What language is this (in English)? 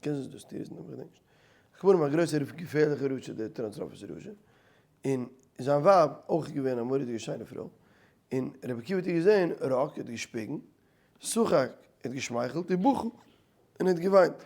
Yiddish